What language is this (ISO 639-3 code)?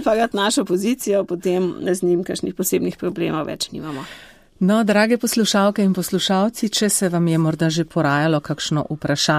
slv